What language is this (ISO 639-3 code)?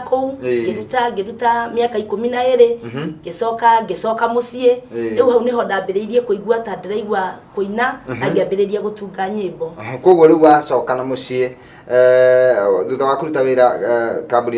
kik